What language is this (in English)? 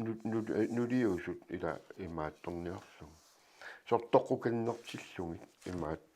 Kalaallisut